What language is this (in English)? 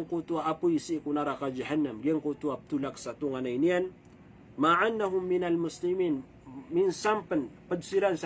Maranao